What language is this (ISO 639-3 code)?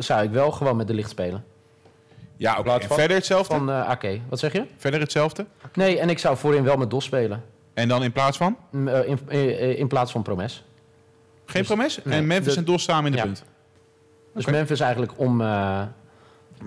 nld